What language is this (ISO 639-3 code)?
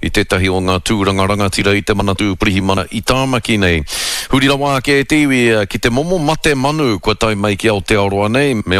mri